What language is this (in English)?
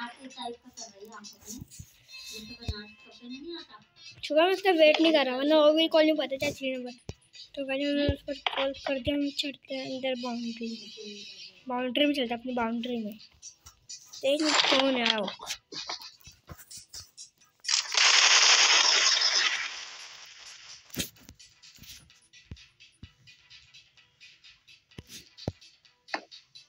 Hindi